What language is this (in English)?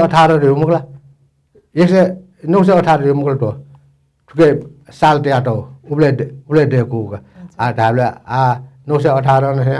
Newari